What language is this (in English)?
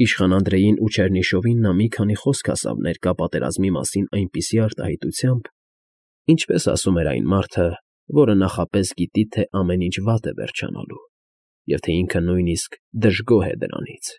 Armenian